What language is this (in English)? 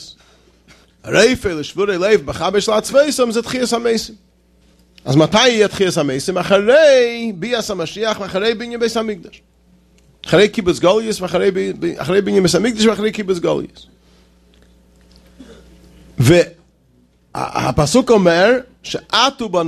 Hebrew